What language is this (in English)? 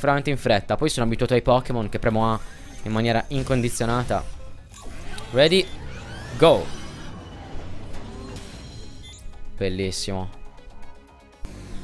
Italian